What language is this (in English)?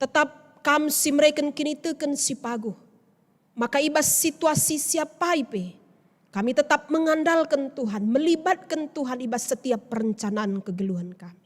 Batak Karo